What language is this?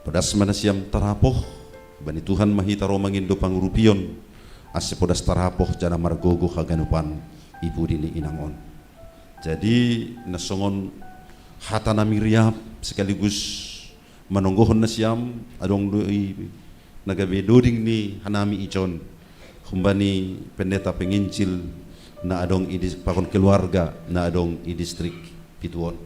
Batak Simalungun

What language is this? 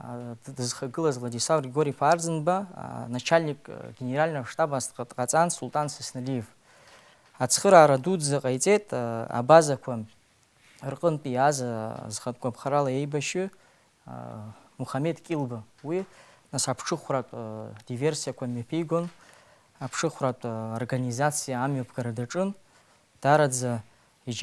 Abkhazian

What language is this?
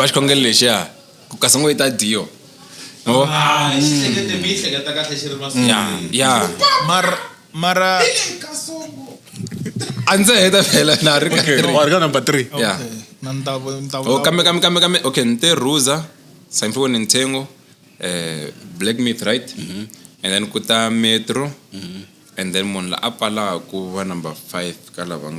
Tsonga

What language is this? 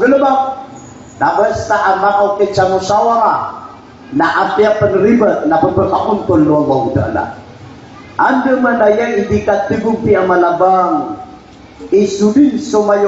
Maranao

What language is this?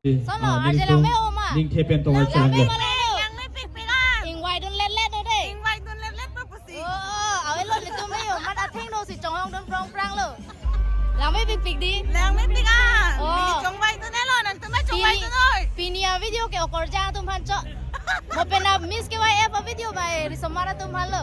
Karbi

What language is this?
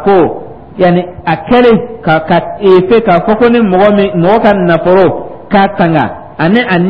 Dyula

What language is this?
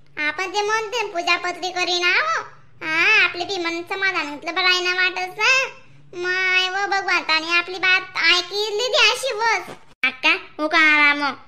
Khandesi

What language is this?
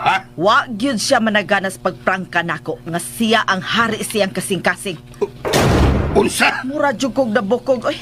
Cebuano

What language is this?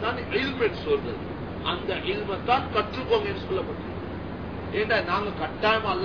Tamil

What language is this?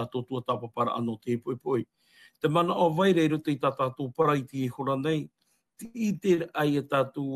Tahitian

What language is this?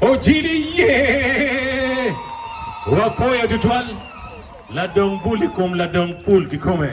Acoli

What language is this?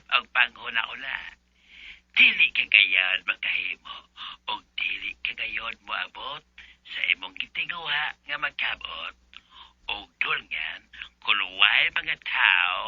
Cebuano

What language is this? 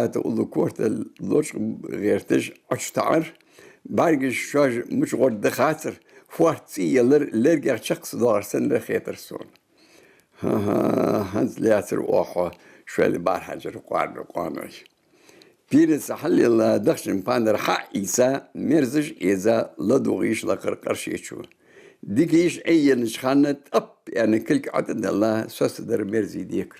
Ingush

